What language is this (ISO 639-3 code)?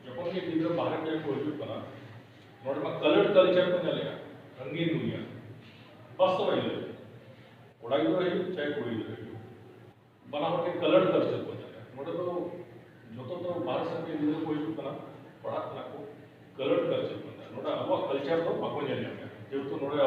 sat